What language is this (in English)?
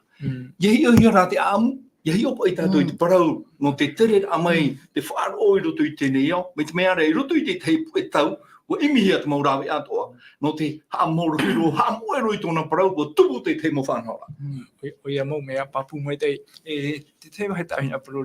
Tahitian